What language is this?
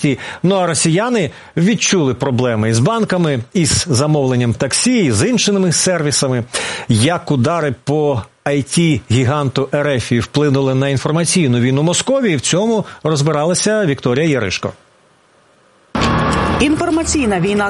Ukrainian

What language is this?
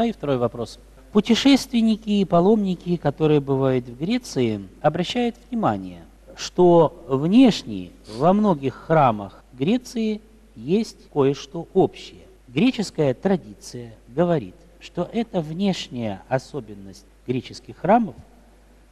Russian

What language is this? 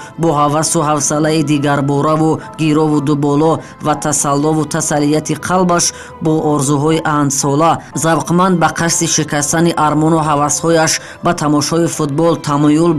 Tajik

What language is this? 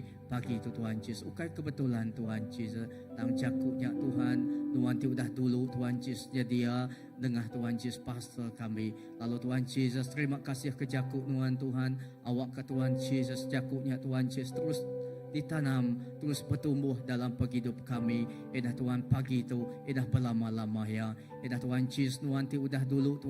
Iban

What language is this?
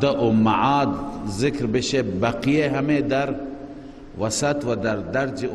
Persian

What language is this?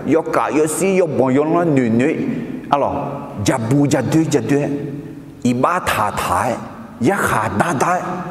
Akha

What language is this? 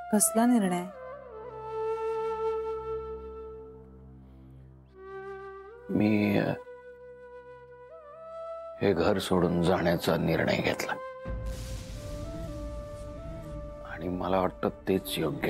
Marathi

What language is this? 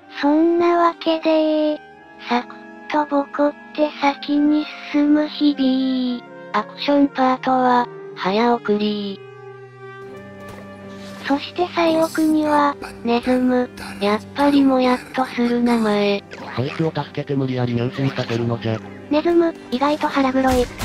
Japanese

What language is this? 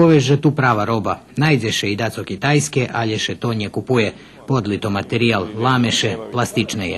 Rusyn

